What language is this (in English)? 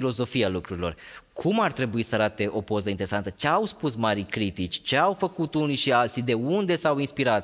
Romanian